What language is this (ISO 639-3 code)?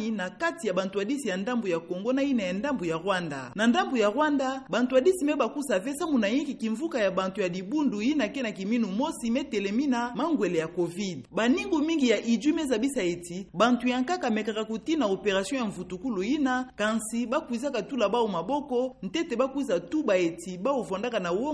ktu